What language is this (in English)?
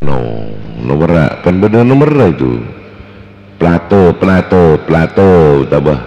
Madurese